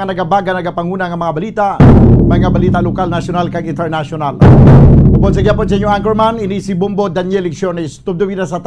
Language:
Hiligaynon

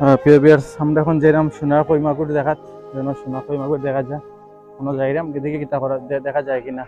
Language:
Sylheti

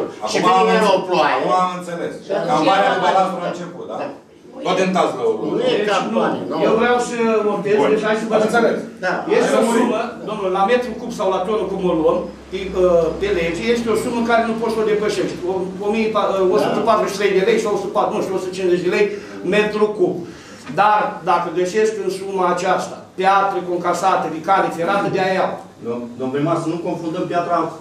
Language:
Romanian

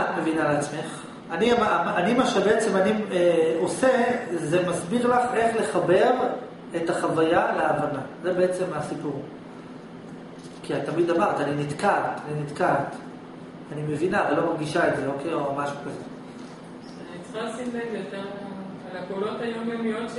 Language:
Hebrew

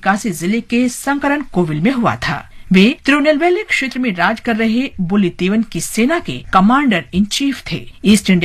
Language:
Hindi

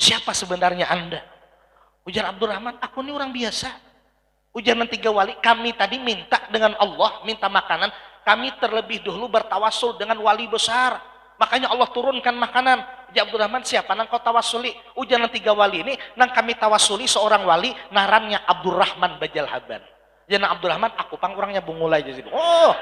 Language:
Banjar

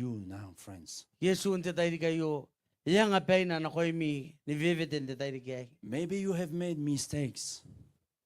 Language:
Gilbertese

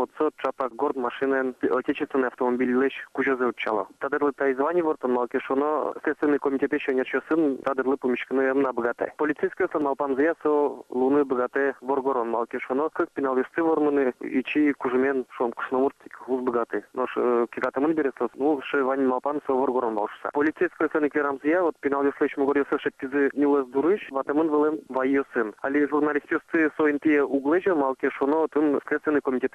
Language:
Udmurt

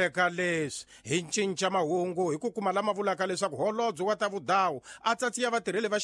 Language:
Tsonga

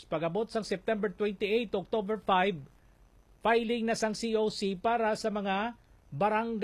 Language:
Hiligaynon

